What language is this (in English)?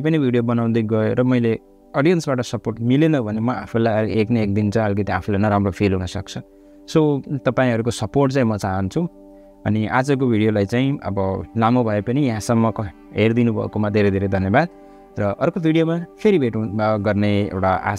Nepali